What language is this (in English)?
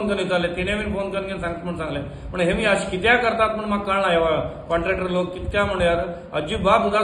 Konkani